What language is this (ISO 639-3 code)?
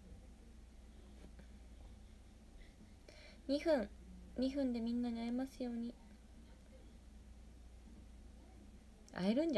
jpn